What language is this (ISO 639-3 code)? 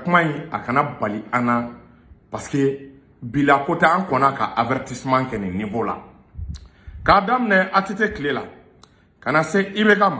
bam